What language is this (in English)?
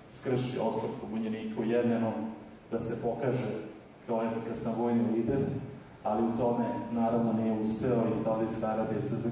Serbian